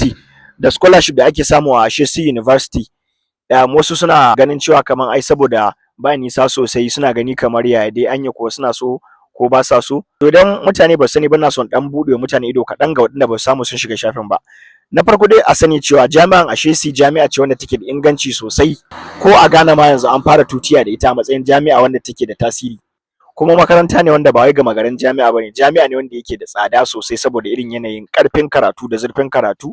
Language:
Hausa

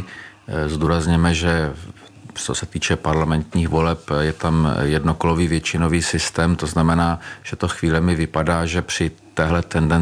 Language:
Czech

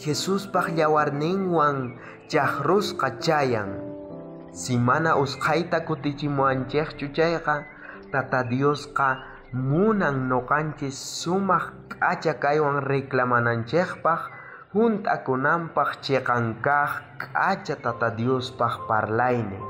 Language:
South Bolivian Quechua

